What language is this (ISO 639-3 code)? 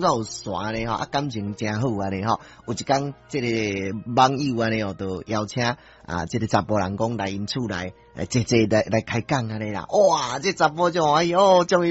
nan